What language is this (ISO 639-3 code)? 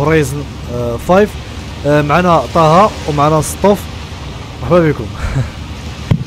ary